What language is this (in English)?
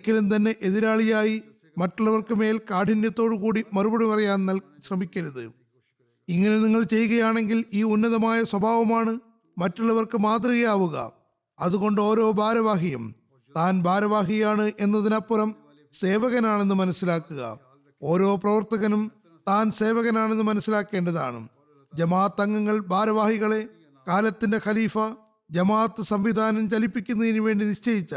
Malayalam